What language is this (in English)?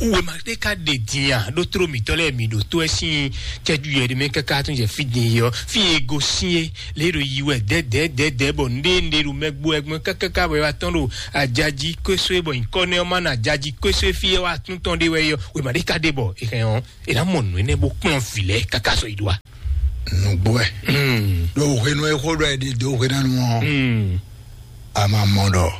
Fon